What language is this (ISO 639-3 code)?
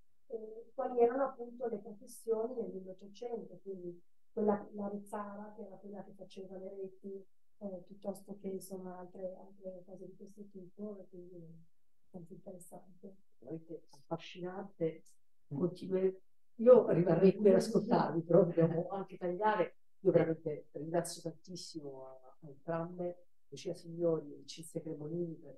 ita